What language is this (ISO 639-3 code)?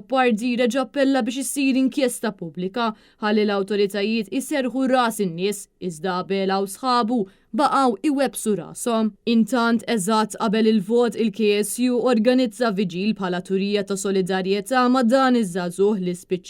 mlt